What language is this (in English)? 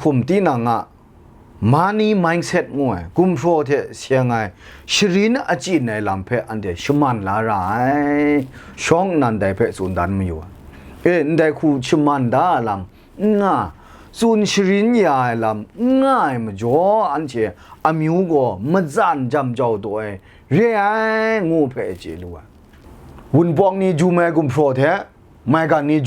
Kachin